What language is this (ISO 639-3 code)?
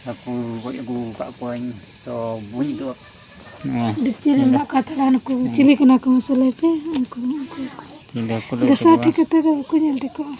sat